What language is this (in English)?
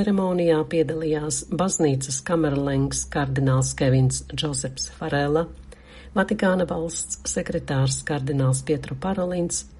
Latvian